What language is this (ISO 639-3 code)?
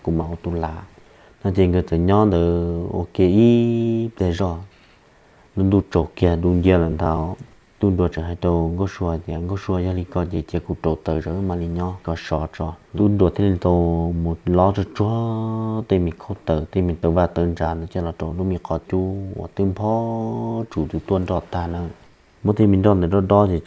hmn